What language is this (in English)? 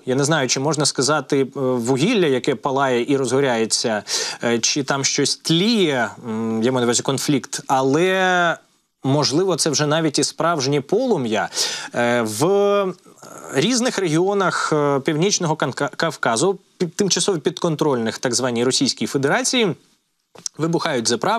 Ukrainian